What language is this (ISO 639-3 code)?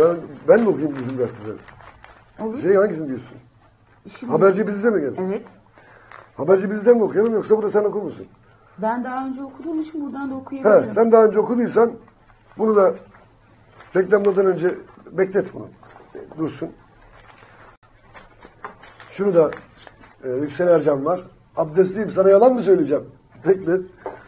tur